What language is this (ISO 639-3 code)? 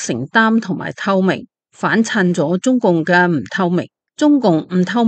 yue